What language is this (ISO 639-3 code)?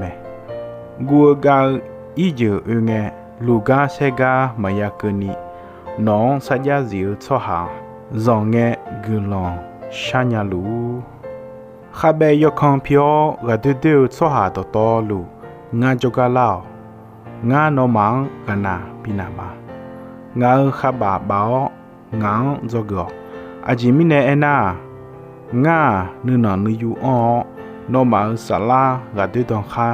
ahk